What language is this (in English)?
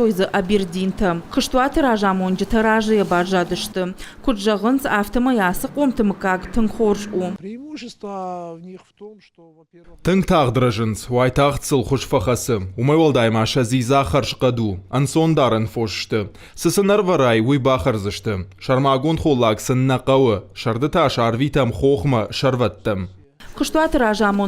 Ossetic